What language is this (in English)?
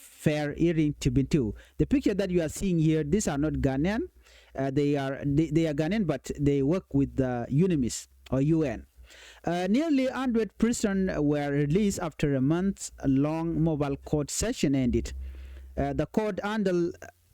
Nuer